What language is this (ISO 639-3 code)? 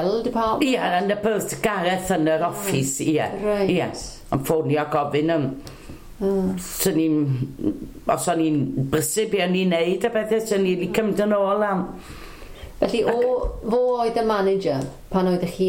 cym